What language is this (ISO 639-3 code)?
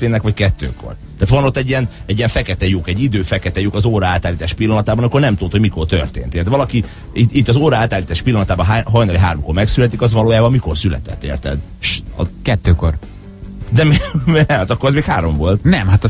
hun